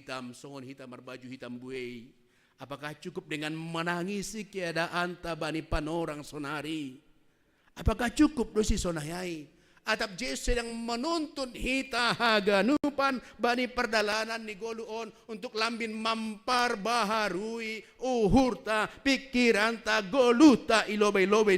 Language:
Batak Simalungun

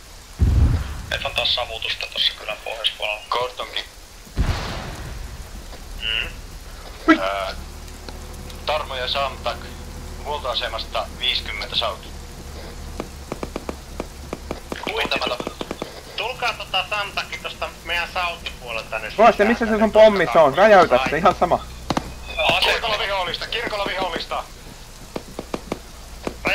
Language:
Finnish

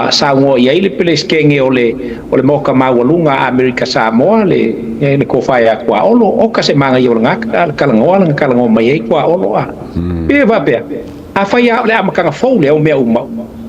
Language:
Samoan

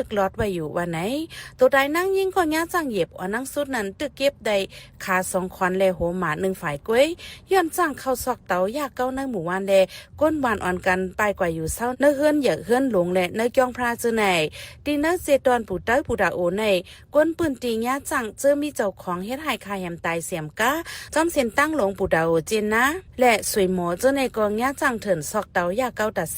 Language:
Shan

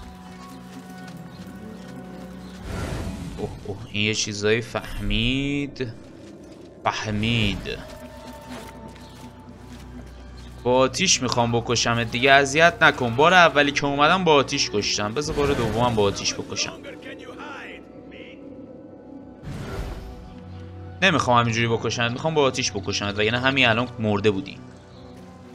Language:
Persian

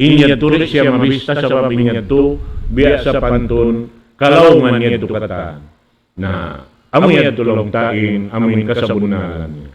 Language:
Tausug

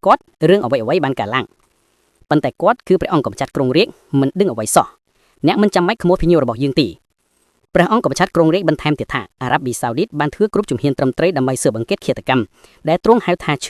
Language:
Khmer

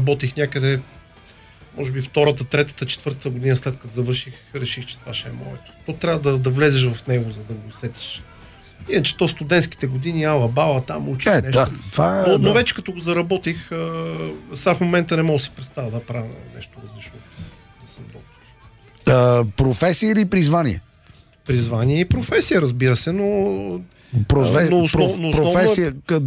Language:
Bulgarian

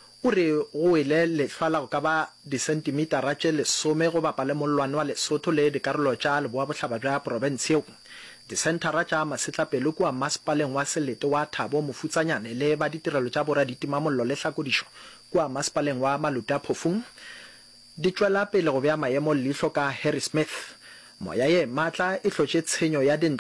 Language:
Northern Sotho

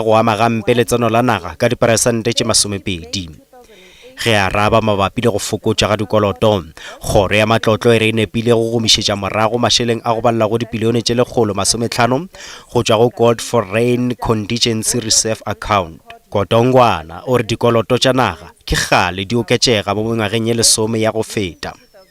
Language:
Northern Sotho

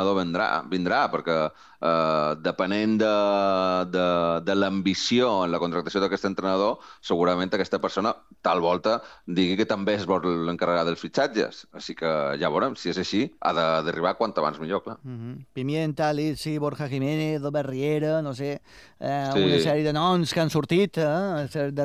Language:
Catalan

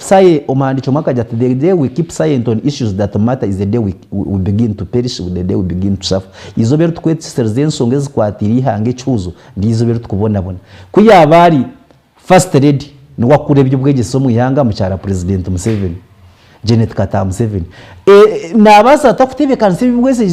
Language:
Nyankole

